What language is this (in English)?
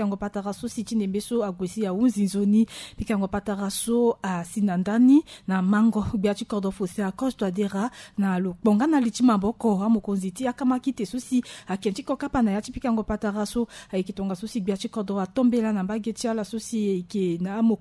Sango